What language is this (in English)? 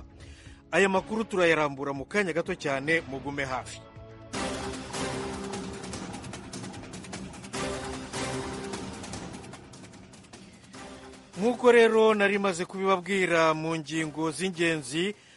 Kinyarwanda